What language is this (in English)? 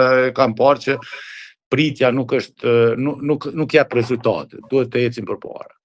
Albanian